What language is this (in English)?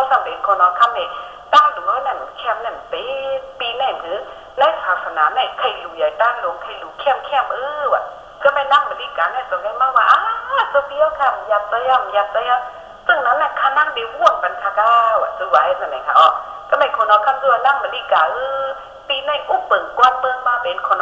Shan